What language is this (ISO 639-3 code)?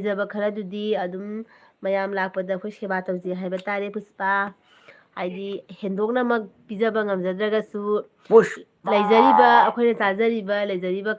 mni